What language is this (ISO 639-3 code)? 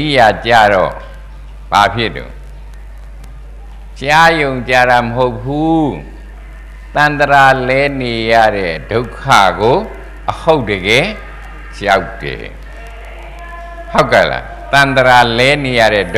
mya